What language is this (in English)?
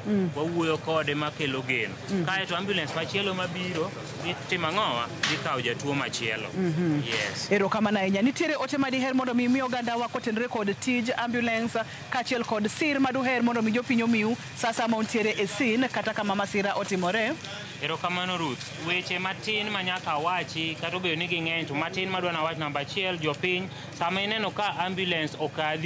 Luo (Kenya and Tanzania)